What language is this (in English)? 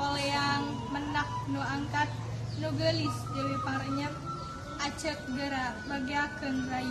Sundanese